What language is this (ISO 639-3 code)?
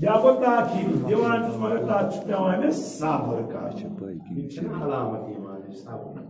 kas